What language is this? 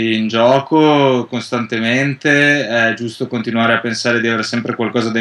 Italian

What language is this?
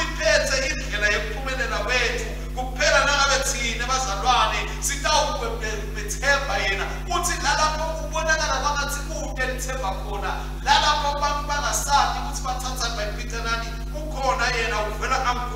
Swati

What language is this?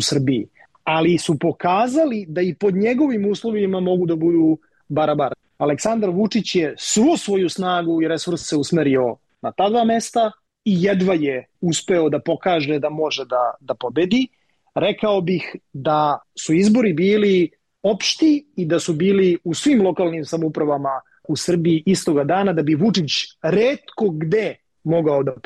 Serbian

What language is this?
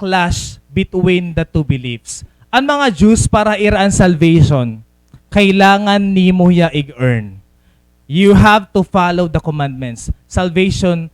Waray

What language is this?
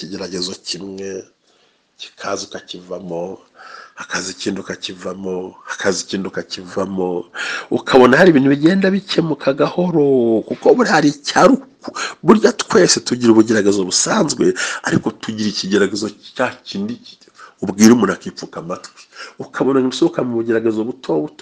Kinyarwanda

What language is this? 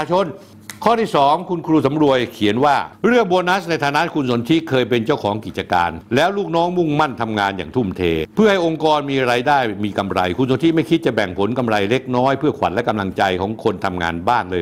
Thai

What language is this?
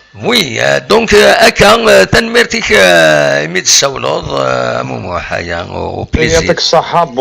Kabyle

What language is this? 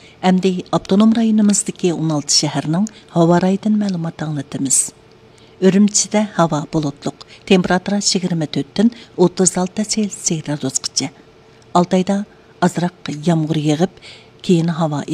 Uyghur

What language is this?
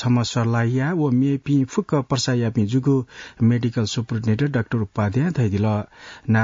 Newari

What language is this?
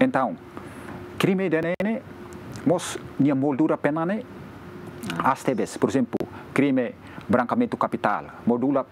Tetum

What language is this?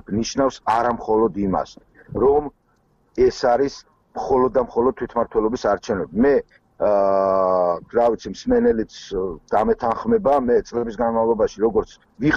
Georgian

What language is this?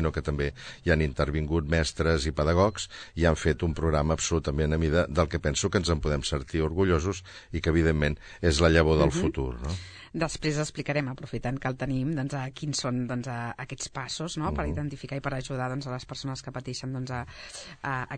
Catalan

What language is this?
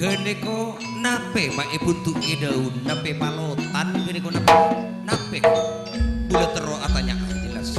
Madurese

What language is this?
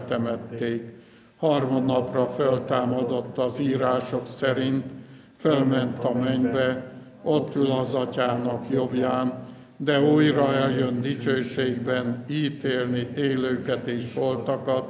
Hungarian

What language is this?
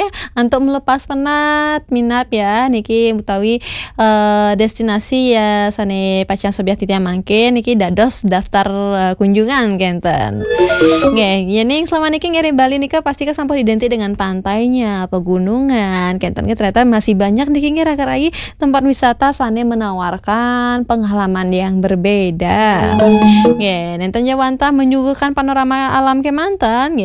Balinese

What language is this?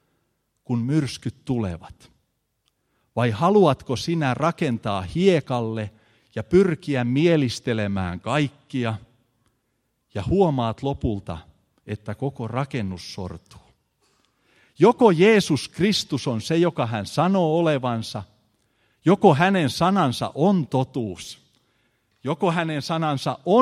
Finnish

